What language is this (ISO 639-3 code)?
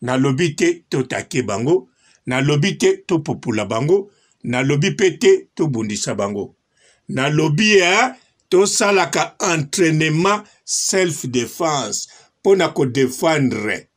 lin